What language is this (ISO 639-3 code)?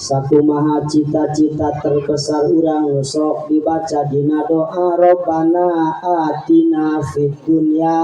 sun